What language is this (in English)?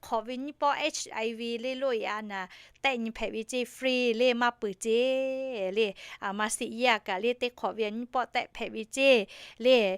Lahu